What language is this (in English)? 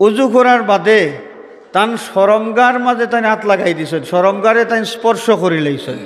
Sylheti